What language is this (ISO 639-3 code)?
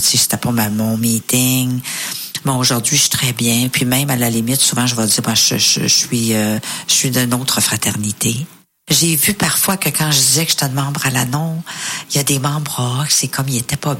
fra